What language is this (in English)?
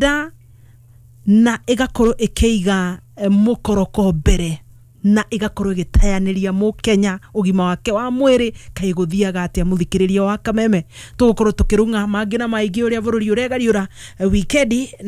Kikuyu